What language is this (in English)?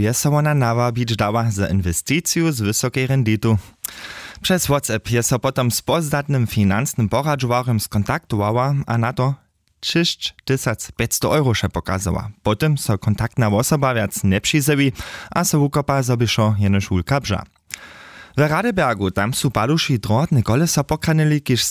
Upper Sorbian